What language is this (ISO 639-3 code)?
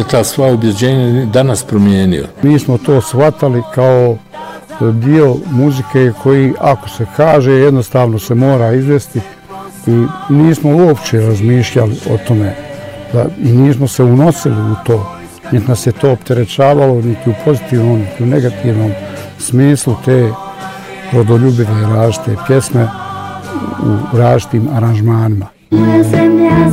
bos